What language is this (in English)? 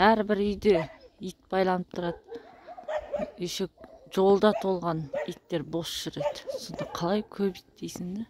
Kazakh